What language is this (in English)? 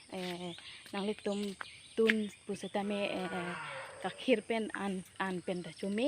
Karbi